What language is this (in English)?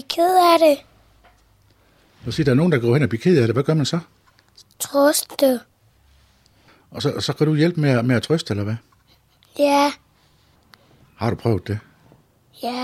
Danish